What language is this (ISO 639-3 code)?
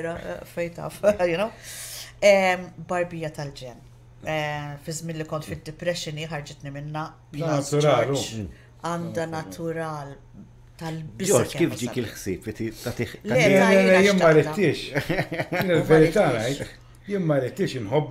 mlt